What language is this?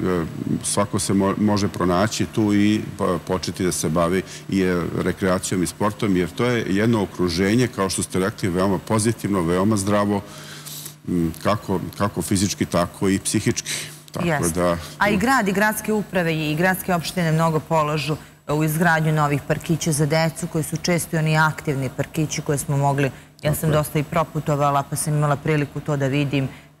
Serbian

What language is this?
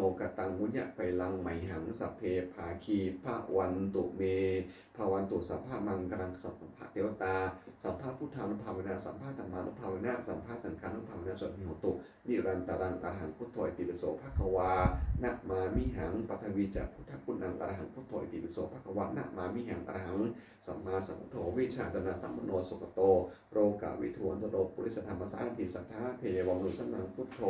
Pali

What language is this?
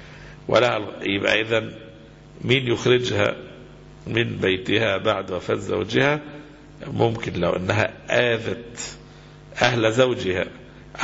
Egyptian Arabic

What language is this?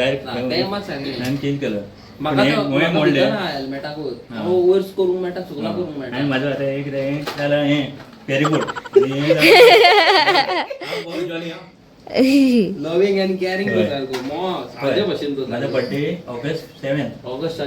Konkani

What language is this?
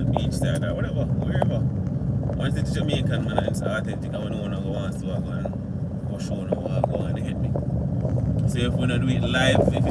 Jamaican Creole English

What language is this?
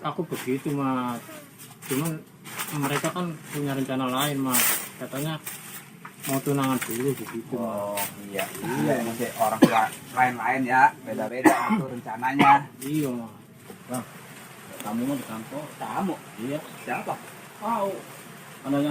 Betawi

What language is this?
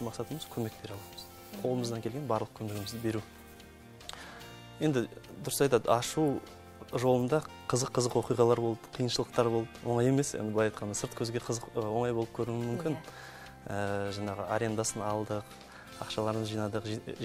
Kazakh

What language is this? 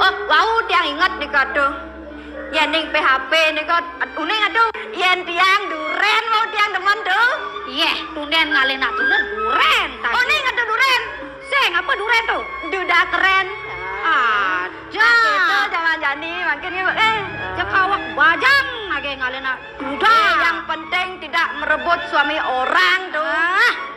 Balinese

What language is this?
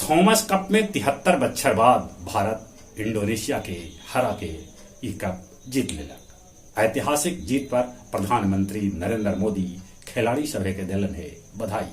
Magahi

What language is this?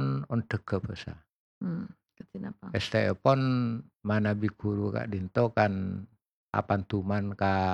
Madurese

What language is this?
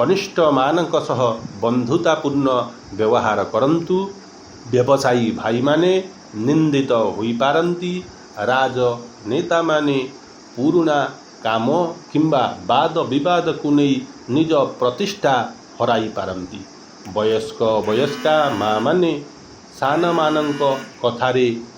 Odia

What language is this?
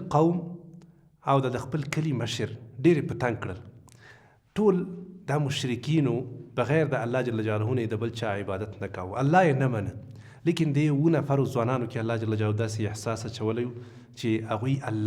Pashto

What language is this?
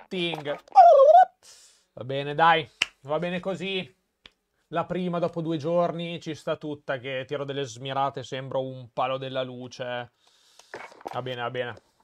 Italian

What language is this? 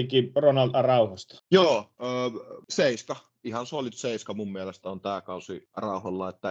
Finnish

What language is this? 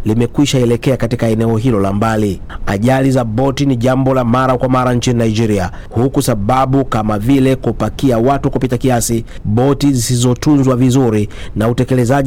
Swahili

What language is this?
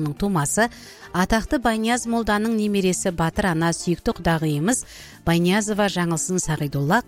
Kazakh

